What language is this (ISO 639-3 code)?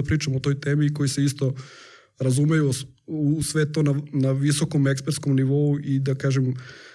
srp